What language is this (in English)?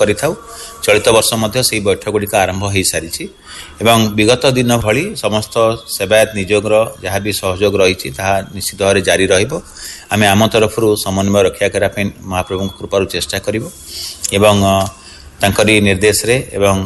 Odia